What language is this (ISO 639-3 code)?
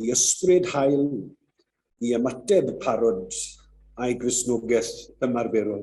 cym